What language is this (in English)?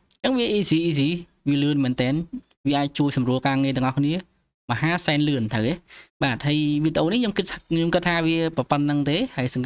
Khmer